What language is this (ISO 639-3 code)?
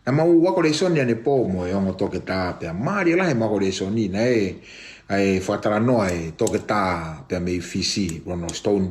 ton